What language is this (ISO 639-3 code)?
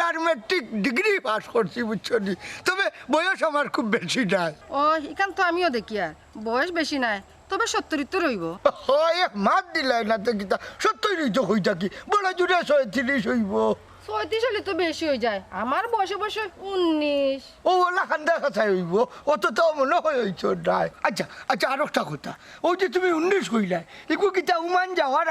syl